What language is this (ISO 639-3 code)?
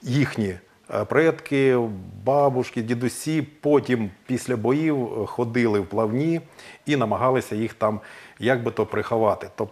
ukr